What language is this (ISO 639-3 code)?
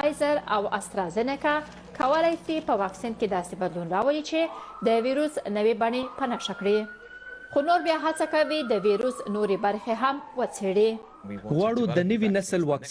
pus